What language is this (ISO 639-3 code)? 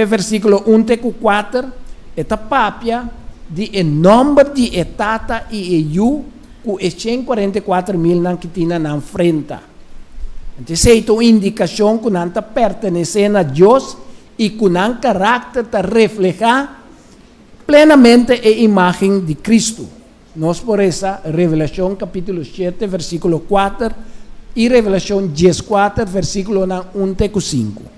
pap